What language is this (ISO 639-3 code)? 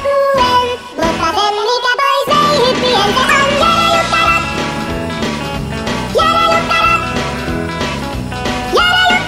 fin